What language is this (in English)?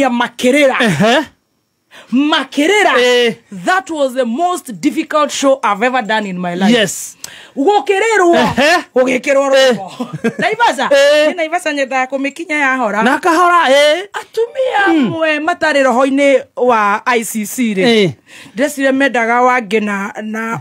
Kikuyu